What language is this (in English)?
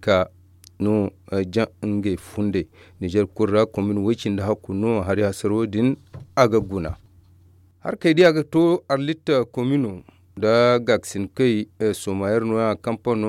Zarma